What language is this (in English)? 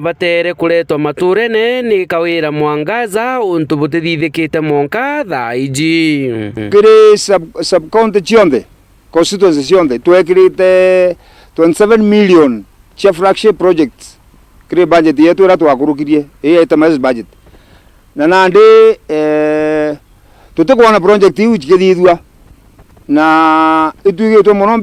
Meru